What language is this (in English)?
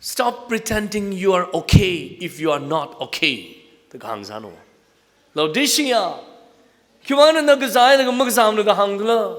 Tangkhul Naga (India)